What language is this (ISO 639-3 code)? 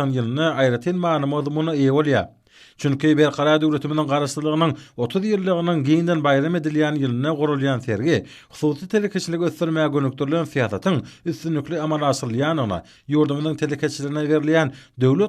tuk